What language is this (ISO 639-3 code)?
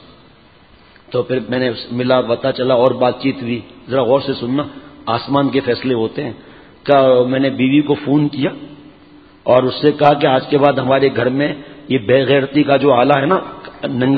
urd